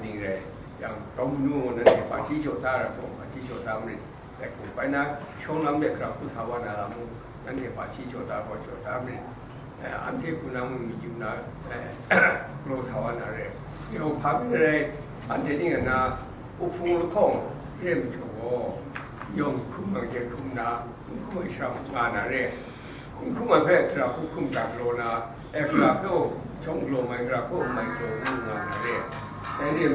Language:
Kachin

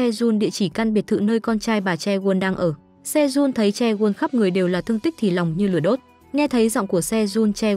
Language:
Vietnamese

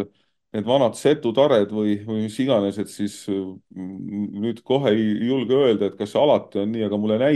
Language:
Estonian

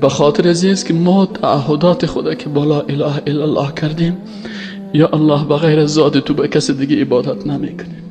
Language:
Persian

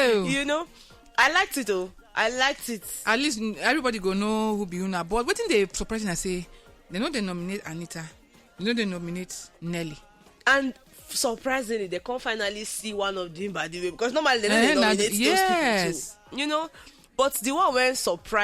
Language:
Nigerian Pidgin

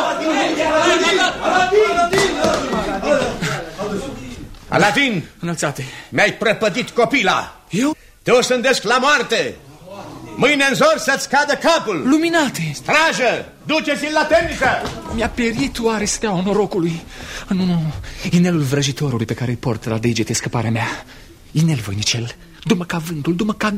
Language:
Romanian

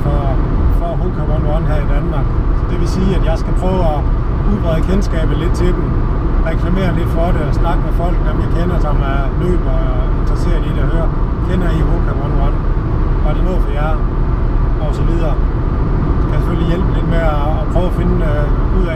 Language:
Danish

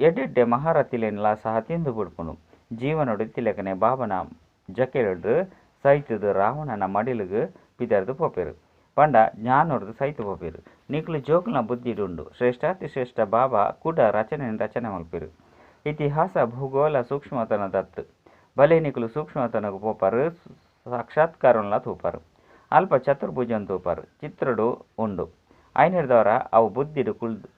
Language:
Tulu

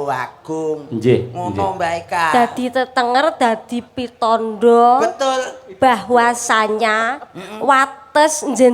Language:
Javanese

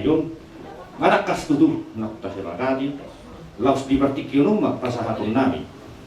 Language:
Batak Toba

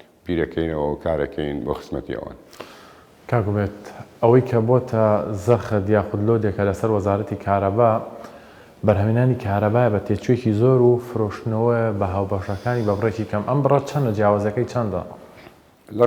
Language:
Central Kurdish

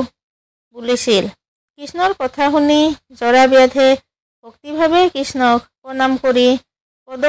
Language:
Assamese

